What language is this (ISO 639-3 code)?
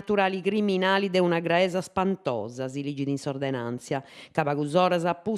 srd